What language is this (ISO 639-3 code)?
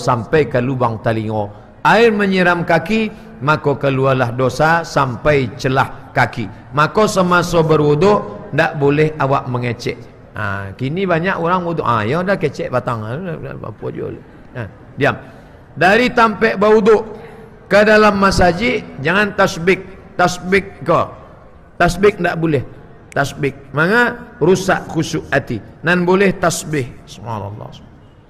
min